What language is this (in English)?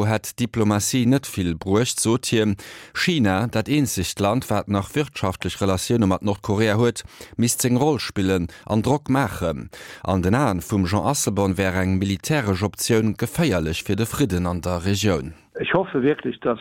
Luxembourgish